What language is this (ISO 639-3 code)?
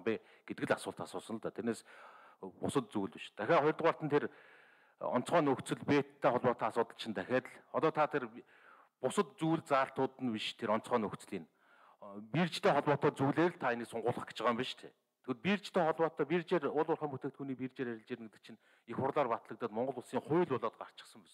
mon